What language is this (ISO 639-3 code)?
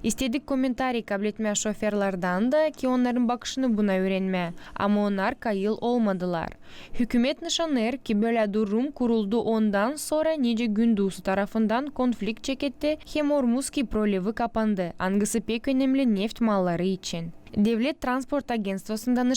gag